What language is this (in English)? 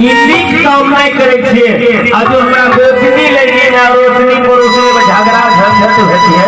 Maithili